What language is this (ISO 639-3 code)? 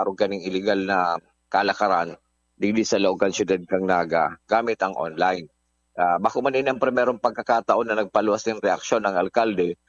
bik